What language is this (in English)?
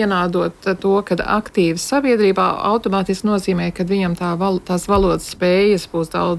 Latvian